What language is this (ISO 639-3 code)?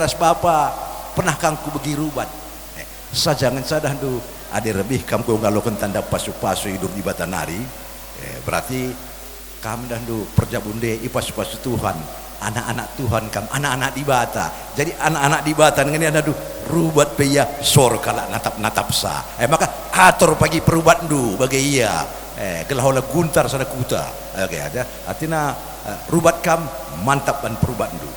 btx